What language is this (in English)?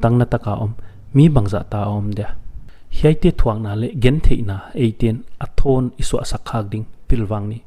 Paite Chin